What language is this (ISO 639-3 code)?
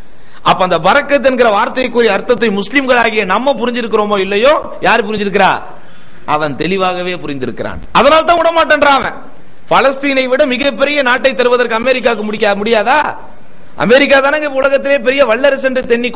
tam